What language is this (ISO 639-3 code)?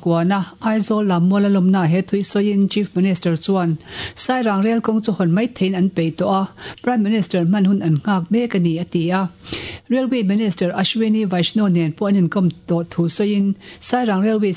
lus